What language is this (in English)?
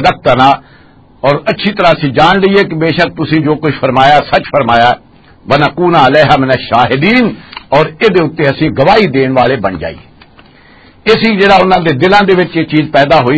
Western Panjabi